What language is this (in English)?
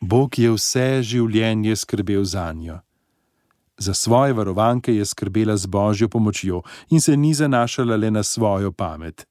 Slovenian